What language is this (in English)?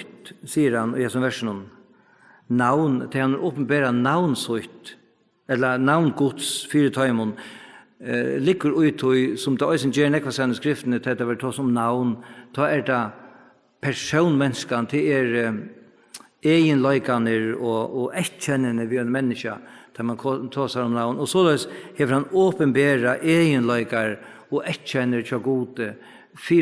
Faroese